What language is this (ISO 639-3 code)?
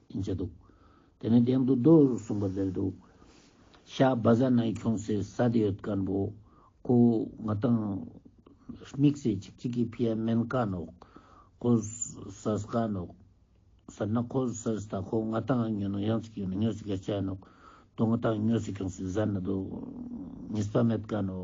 lbj